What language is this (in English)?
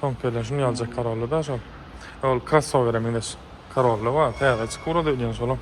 Turkmen